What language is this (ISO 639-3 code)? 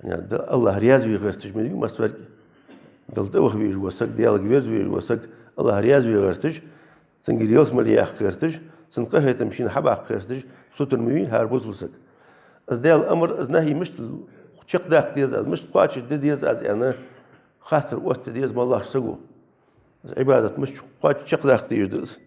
inh